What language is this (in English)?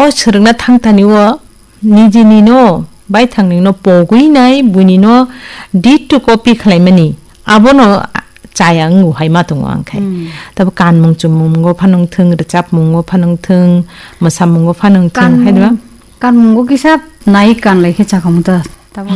Kok Borok